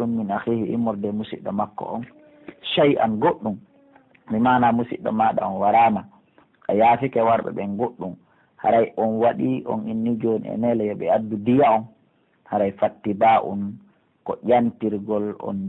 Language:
Pular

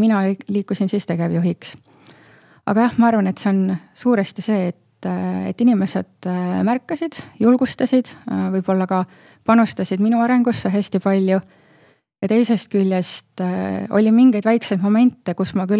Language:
Estonian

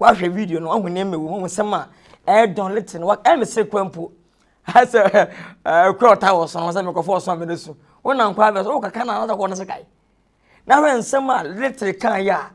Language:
Akan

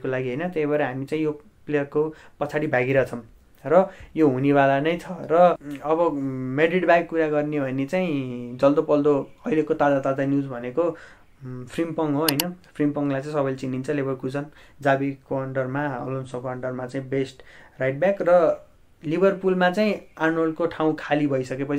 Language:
Nepali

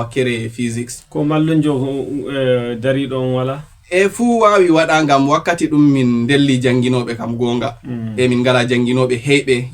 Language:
Fula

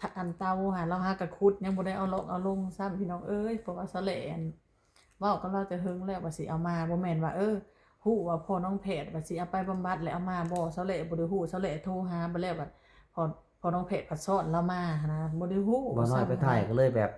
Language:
Lao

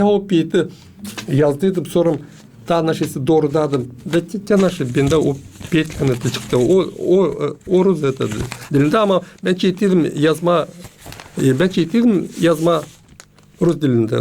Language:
Gagauz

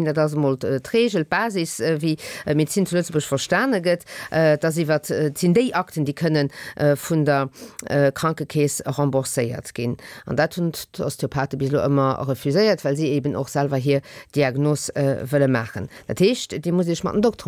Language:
Luxembourgish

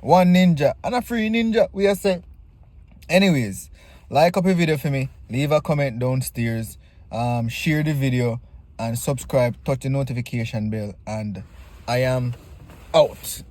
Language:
Jamaican Creole English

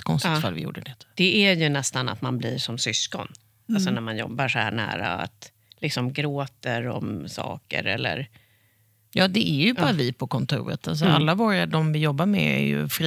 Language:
Swedish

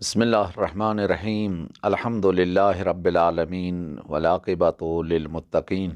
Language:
Kashmiri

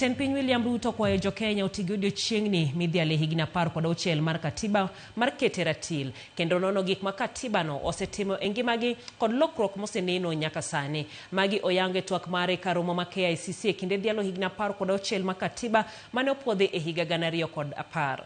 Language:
Luo (Kenya and Tanzania)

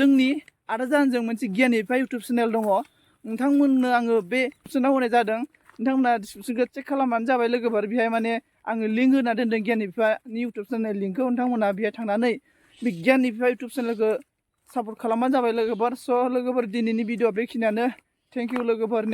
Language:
Bodo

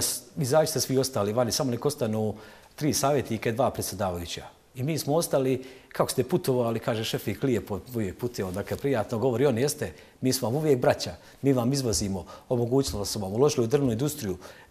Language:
Bosnian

